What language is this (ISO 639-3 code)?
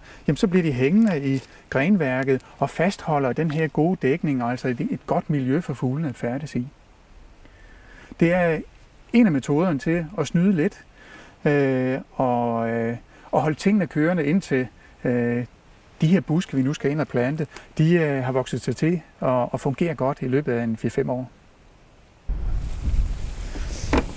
dan